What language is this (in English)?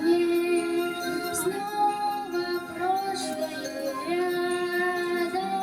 Yakut